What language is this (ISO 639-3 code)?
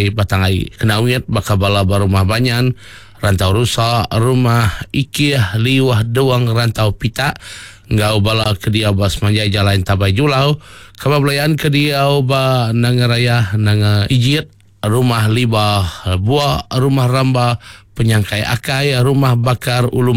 iba